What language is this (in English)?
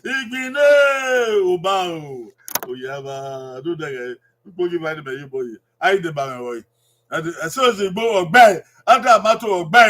Bini